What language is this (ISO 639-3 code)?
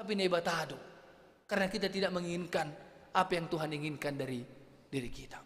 bts